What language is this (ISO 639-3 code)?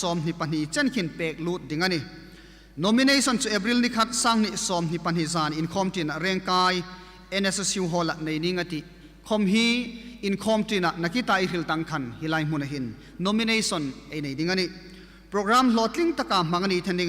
hmr